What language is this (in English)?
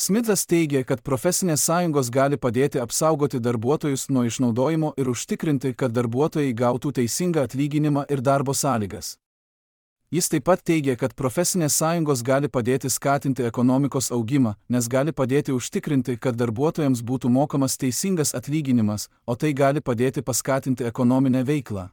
Lithuanian